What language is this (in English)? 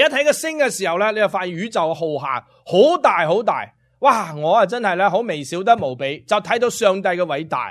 Cantonese